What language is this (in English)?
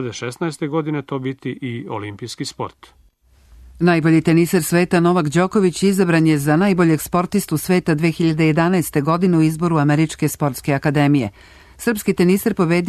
Serbian